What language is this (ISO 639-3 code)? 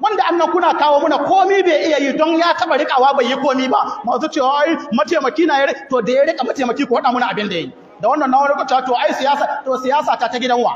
hau